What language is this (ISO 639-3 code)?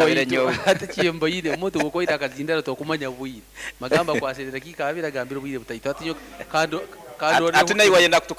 nyo